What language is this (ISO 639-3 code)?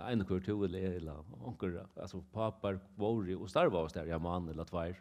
fao